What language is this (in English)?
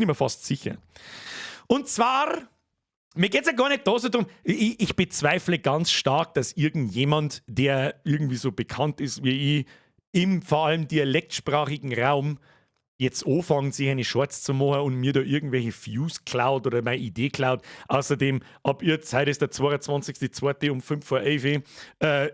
Bavarian